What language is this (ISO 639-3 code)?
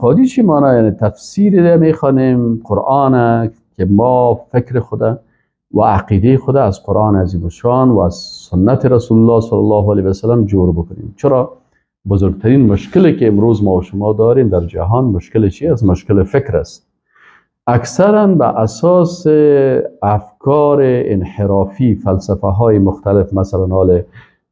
fas